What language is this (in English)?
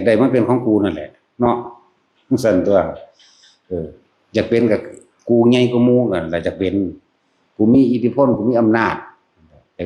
Northeastern Thai